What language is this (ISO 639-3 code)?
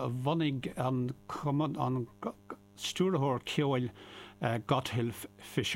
gle